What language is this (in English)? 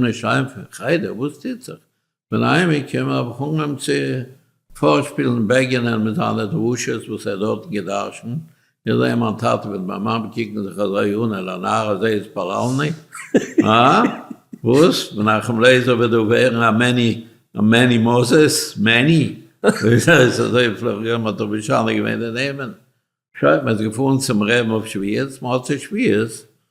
Yiddish